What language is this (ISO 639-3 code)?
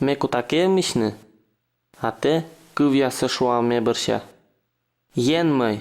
kom